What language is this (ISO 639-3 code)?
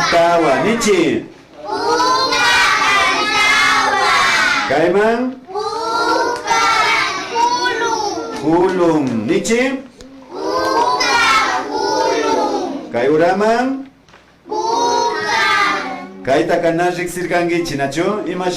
qvi